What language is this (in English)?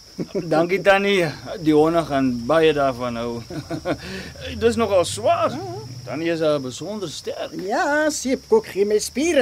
Afrikaans